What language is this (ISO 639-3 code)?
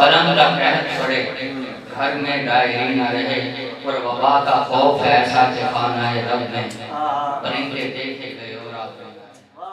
skr